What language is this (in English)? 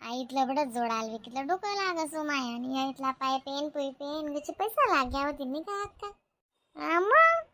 Khandesi